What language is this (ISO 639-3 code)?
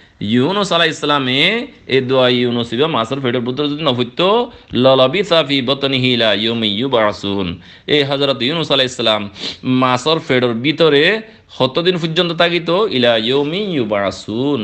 rhg